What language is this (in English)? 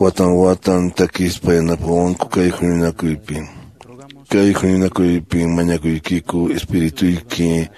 Quechua